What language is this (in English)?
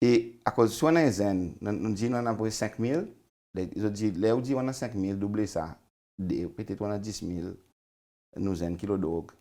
Seselwa Creole French